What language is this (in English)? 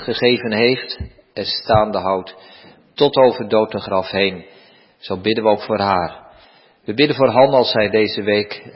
Dutch